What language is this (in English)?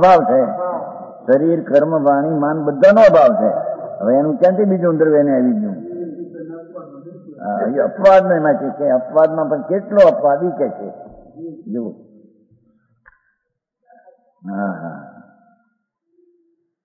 Gujarati